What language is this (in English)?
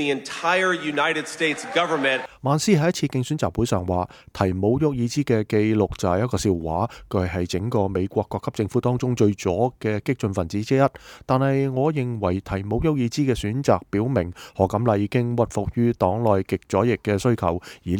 Cantonese